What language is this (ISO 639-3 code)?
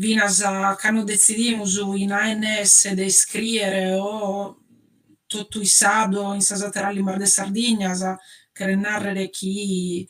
srd